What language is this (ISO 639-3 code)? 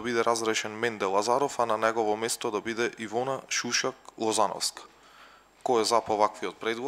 mkd